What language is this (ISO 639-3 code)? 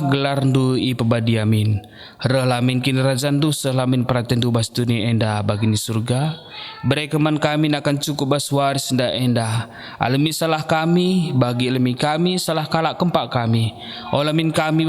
btx